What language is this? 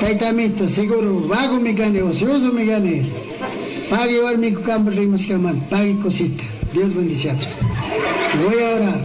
Chimborazo Highland Quichua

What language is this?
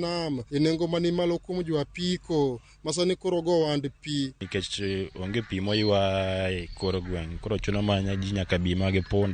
Luo (Kenya and Tanzania)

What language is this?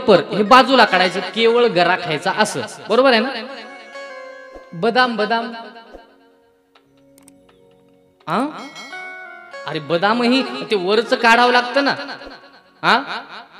Marathi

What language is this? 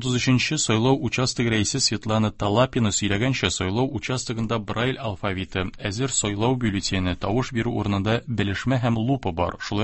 Tatar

